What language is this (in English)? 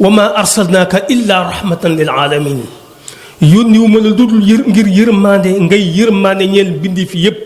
Wolof